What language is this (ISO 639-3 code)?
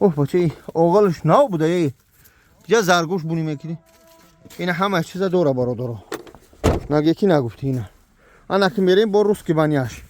tgk